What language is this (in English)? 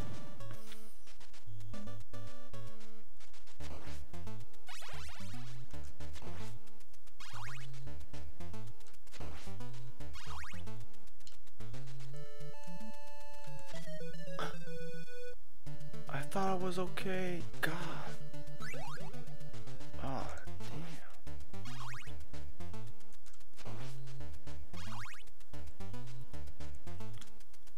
English